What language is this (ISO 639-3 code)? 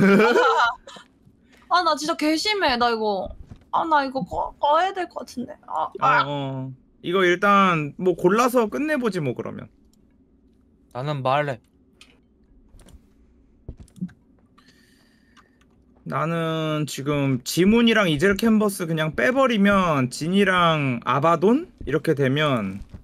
kor